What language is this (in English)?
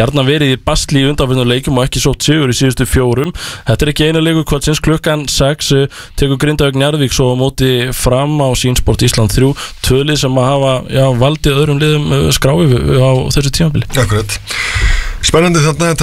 Icelandic